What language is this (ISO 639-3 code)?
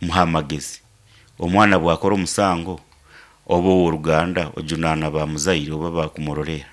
nyn